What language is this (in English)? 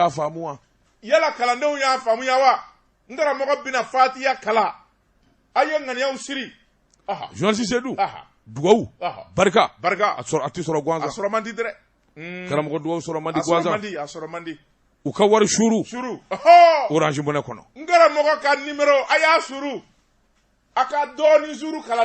Bambara